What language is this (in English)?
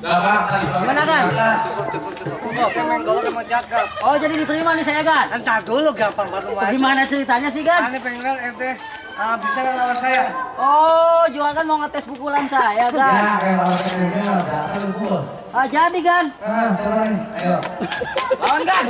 Betawi